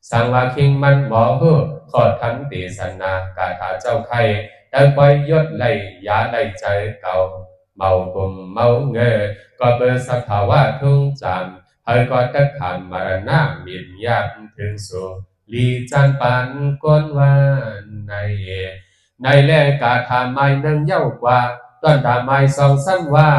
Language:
Shan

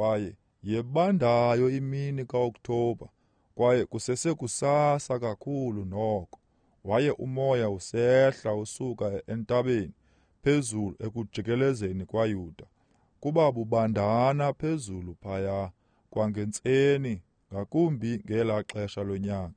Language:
Xhosa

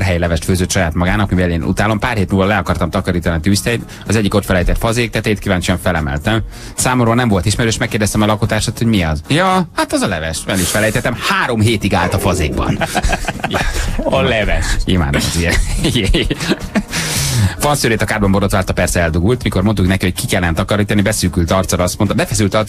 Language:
Hungarian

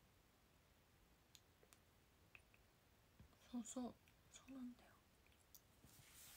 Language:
Japanese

